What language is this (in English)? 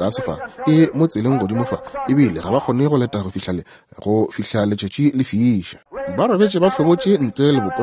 Northern Sotho